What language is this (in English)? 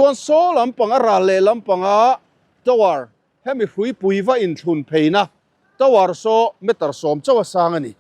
Mizo